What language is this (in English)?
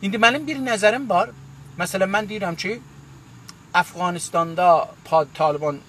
South Azerbaijani